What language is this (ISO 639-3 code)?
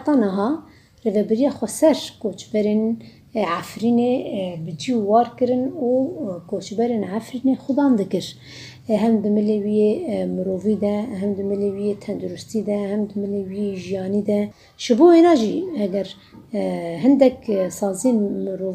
kur